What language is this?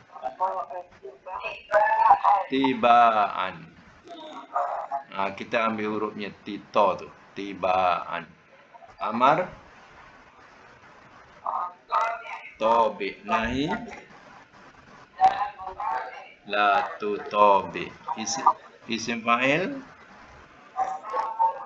Malay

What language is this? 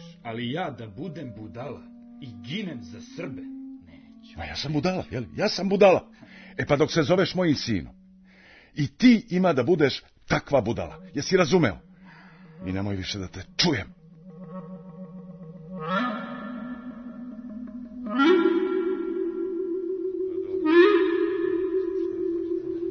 Serbian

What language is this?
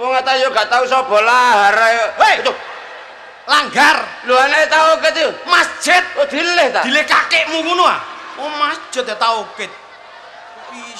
Javanese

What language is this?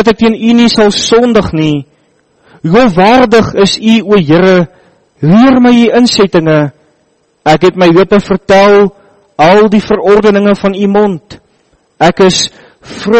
Afrikaans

